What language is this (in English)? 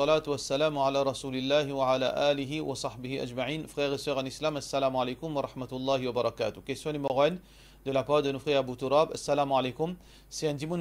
Morisyen